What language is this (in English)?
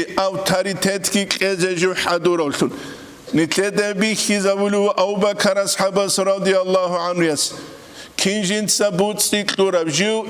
Avaric